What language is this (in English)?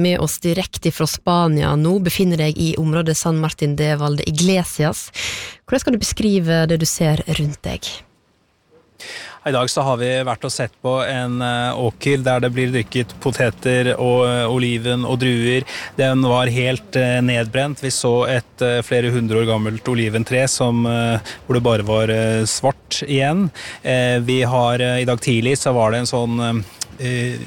Norwegian